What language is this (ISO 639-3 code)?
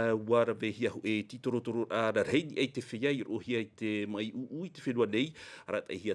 tah